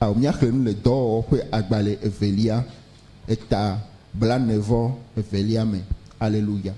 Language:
Ewe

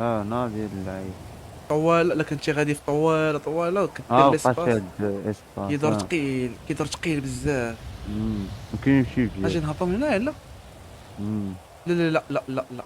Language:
Moroccan Arabic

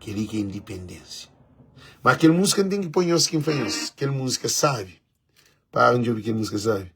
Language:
Kabuverdianu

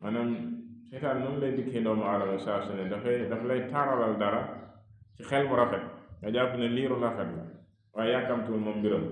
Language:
Wolof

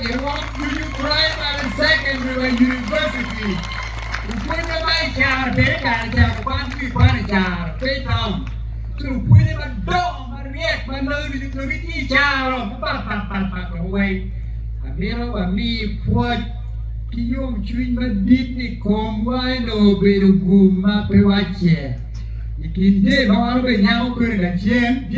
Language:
Acoli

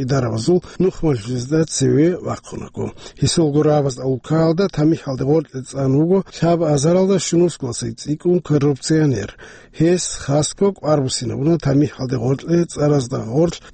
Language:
Avaric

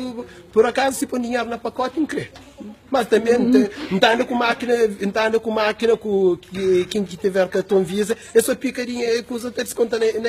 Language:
Kabuverdianu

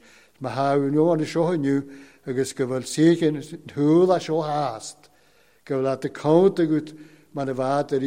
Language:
Welsh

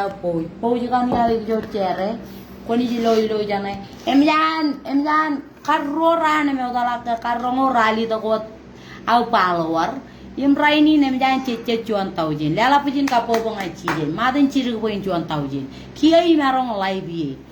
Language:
Marshallese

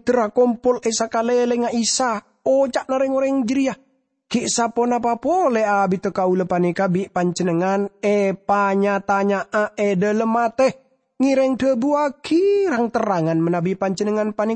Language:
Madurese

